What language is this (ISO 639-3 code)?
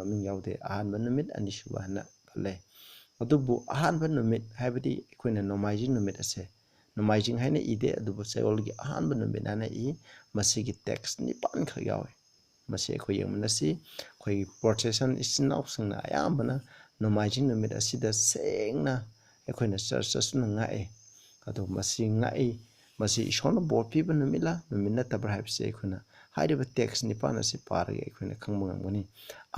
mni